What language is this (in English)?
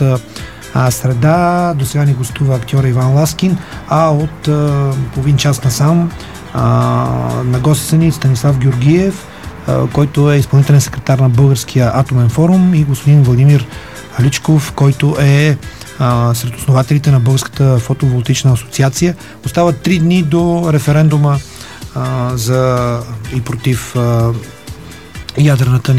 Bulgarian